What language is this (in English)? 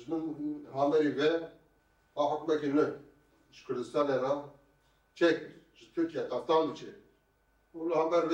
Kurdish